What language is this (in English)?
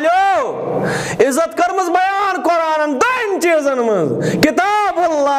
Kashmiri